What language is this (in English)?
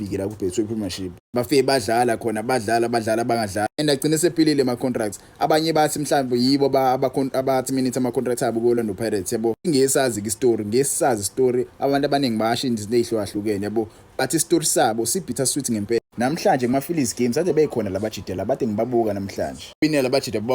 Zulu